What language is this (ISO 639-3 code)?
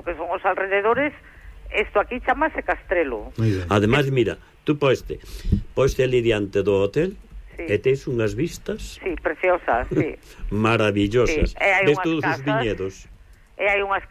glg